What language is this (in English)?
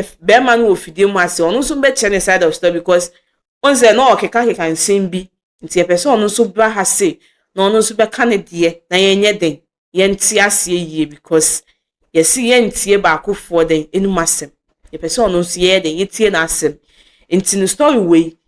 Akan